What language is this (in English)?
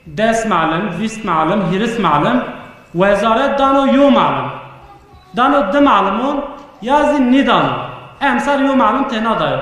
Zaza